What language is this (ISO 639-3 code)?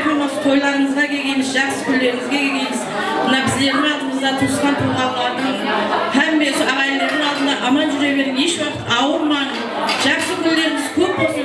kaa